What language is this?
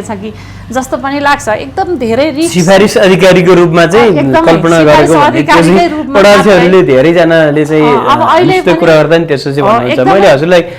Nepali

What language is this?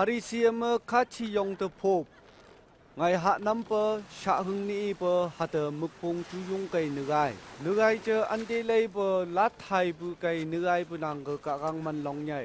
Phom Naga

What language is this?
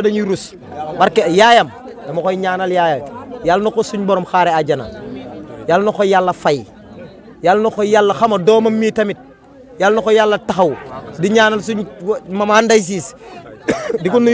Wolof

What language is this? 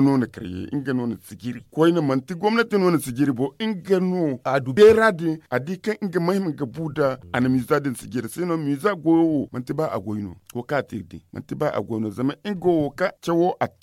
Zarma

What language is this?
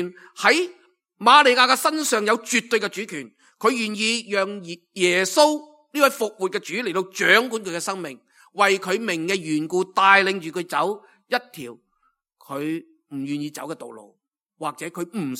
Cantonese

